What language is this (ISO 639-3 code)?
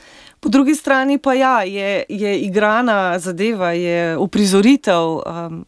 slv